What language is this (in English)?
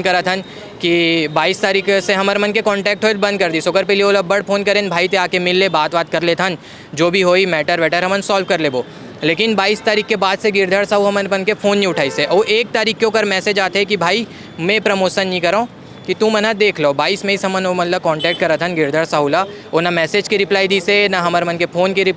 Chhattisgarhi